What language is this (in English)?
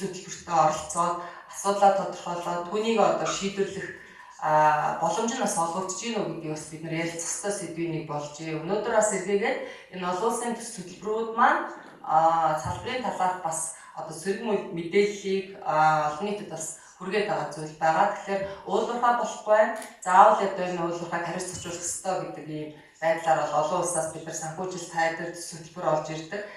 Mongolian